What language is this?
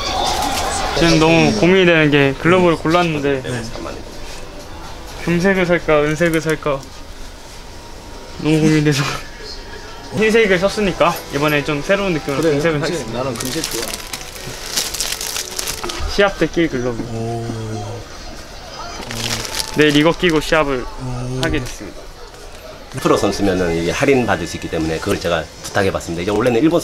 Korean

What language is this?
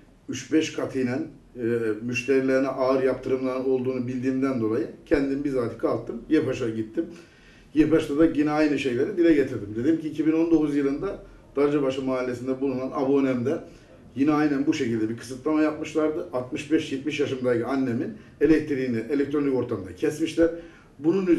Turkish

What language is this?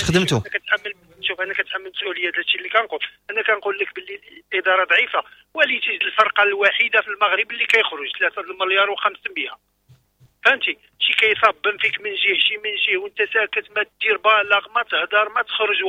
Moroccan Arabic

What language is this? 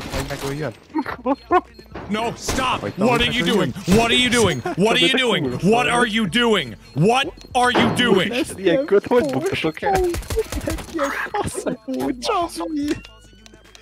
Hungarian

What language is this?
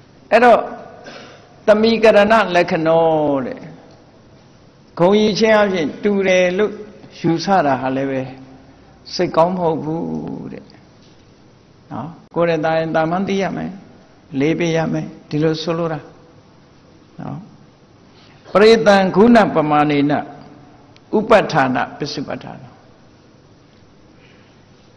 Burmese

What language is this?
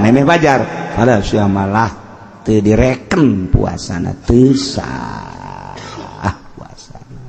Sundanese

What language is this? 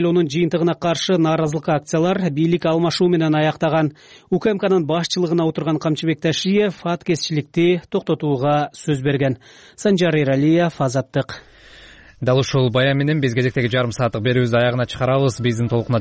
Kyrgyz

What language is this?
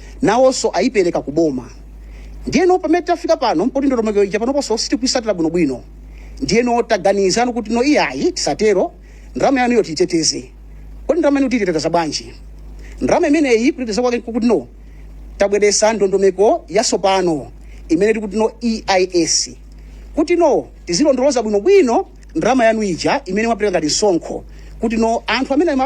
Nyanja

